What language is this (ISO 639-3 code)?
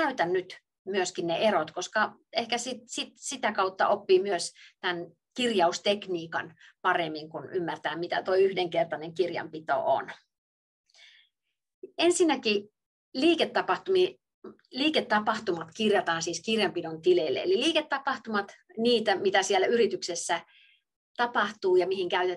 fin